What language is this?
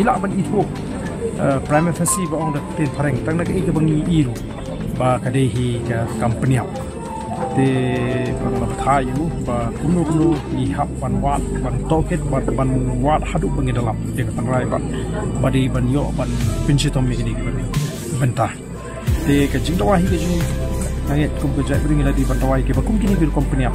Khasi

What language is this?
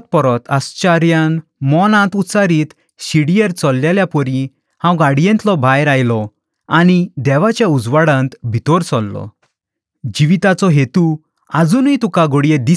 Konkani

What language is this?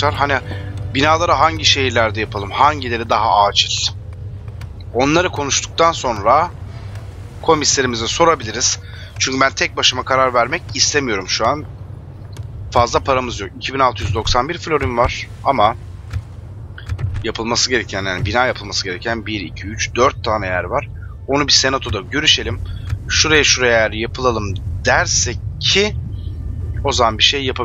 Turkish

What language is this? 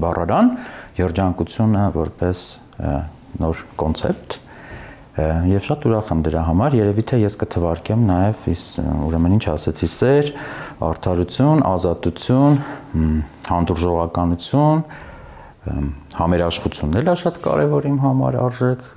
Armenian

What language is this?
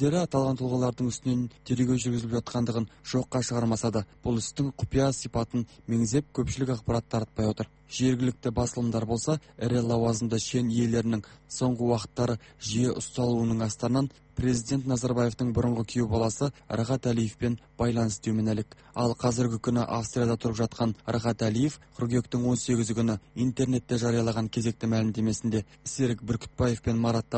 Kazakh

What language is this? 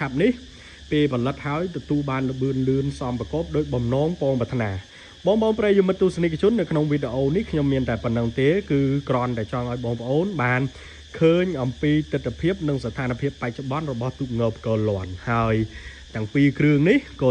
Khmer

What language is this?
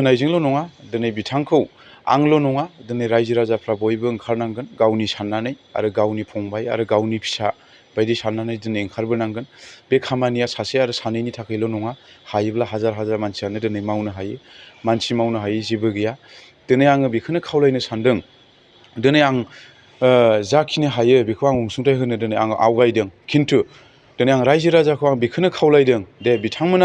Bodo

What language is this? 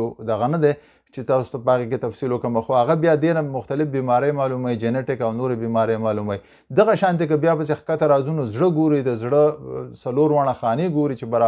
Pashto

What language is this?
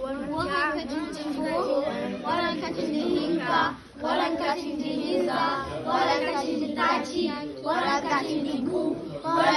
Zarma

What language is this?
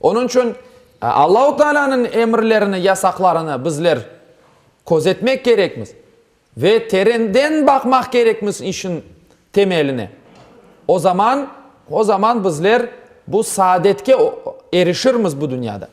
Crimean Tatar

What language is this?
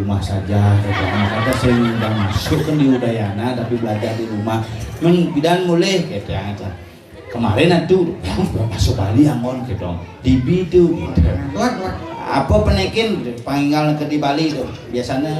Balinese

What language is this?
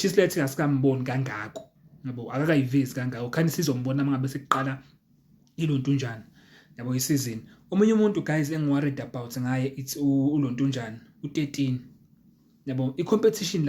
Zulu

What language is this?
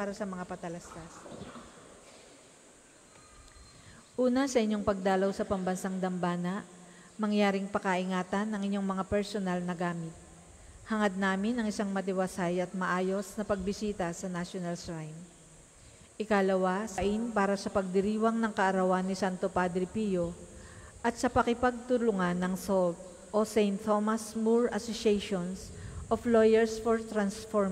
Filipino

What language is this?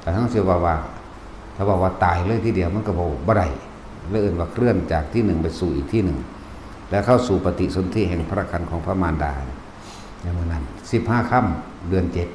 Northeastern Thai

